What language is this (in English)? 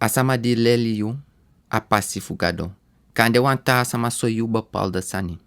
Sranan Tongo